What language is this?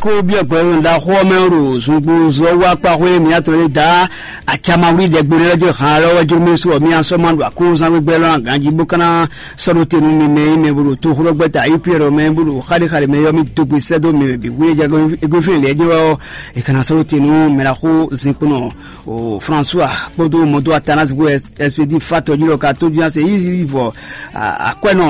Fon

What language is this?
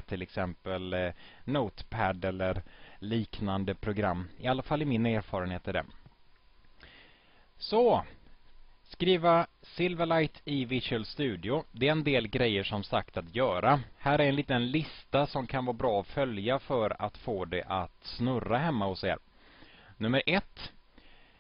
Swedish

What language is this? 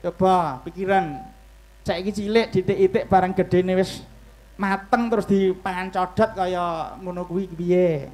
Javanese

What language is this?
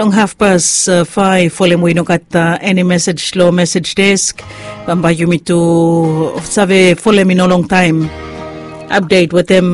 Bislama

